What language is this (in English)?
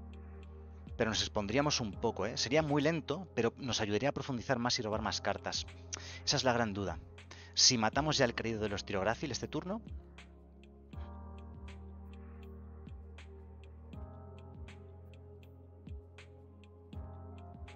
Spanish